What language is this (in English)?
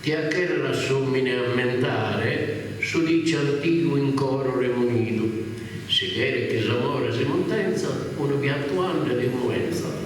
Sardinian